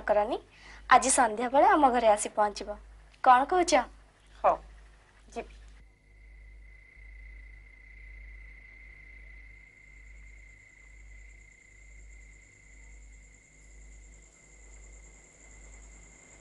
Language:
Odia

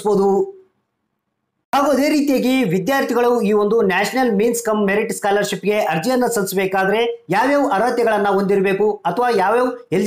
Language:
Kannada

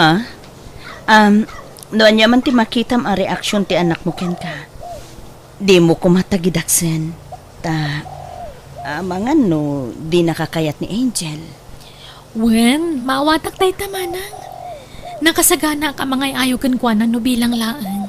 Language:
Iloko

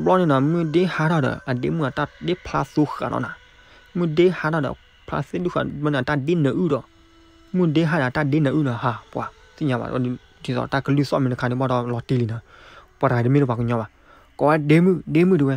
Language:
S'gaw Karen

